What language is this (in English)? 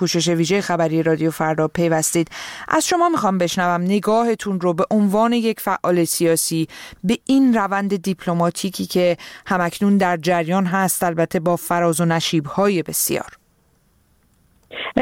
Persian